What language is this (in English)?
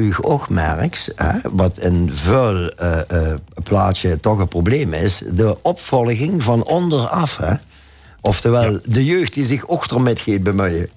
Limburgish